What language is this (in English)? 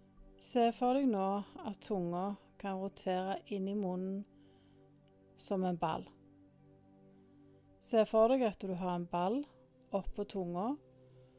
Norwegian